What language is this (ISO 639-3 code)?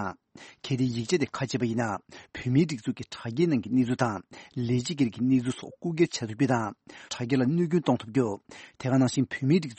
bod